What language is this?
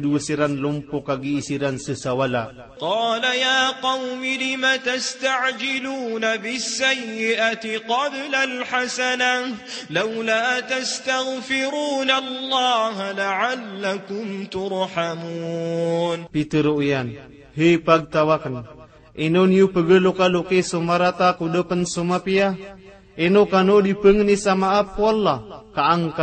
Maranao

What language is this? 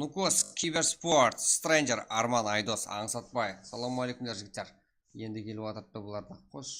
Kara-Kalpak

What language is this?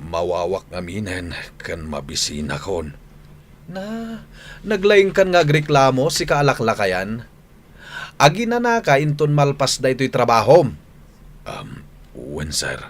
Iloko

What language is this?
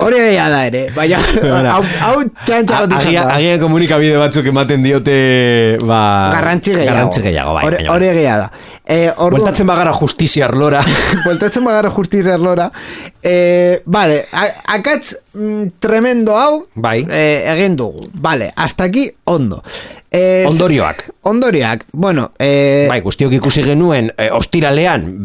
Basque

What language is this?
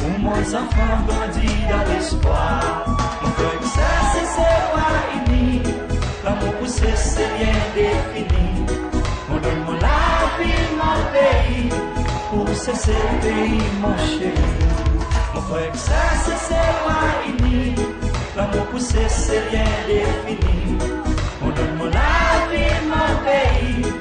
Seselwa Creole French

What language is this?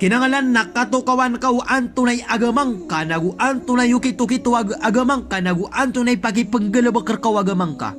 Maranao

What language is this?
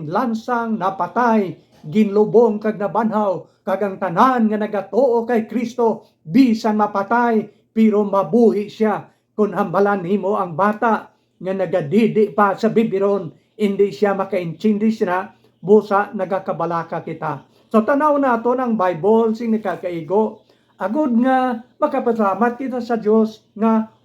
Hiligaynon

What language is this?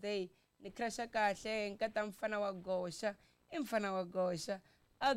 Tsonga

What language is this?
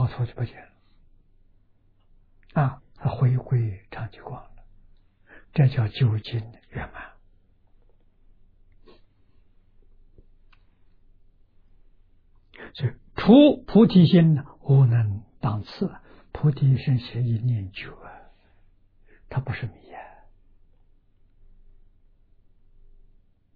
Chinese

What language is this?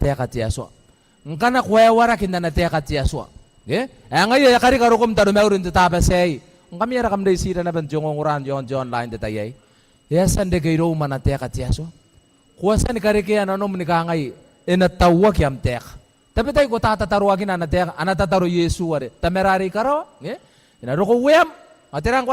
Gilbertese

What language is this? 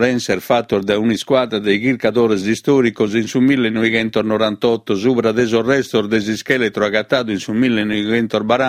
Sardinian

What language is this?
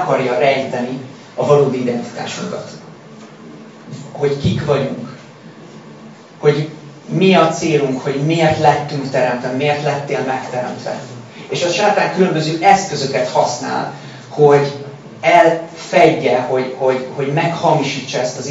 Hungarian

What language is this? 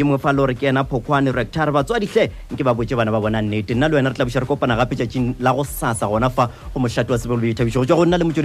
Northern Sotho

